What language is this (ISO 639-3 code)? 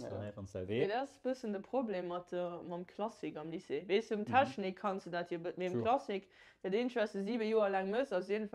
ltz